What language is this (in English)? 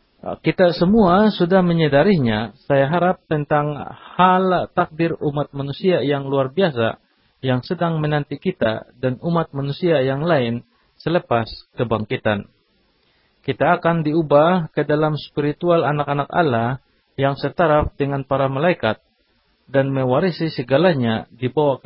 Indonesian